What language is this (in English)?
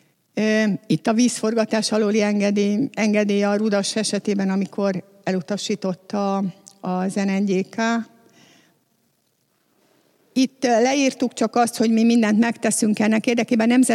Hungarian